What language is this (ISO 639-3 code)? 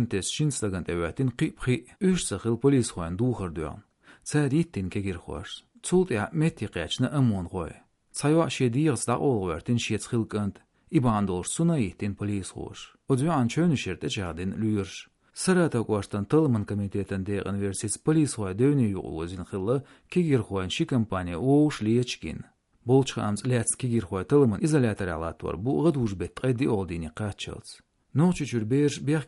che